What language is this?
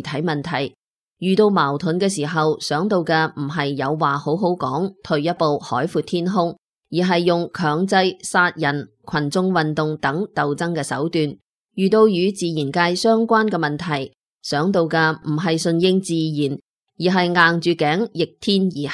Cantonese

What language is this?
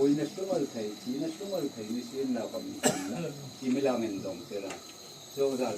Hmar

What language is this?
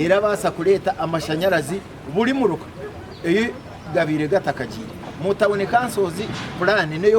Nyankole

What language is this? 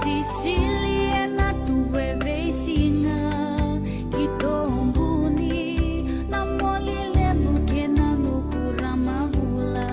Fijian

